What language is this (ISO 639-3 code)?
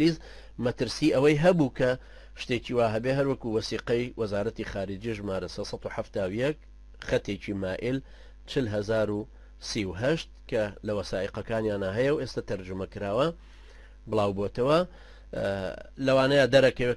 ckb